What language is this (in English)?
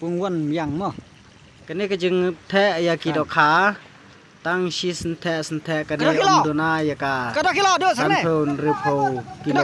Khasi